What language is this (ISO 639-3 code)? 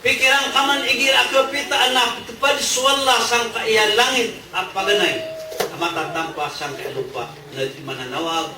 mrw